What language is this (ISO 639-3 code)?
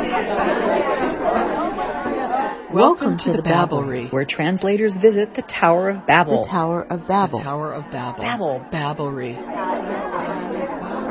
eng